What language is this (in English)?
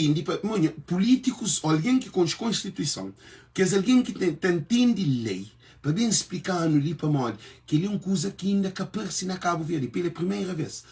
Kabuverdianu